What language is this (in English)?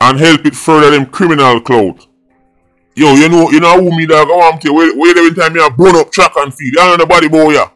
Jamaican Creole English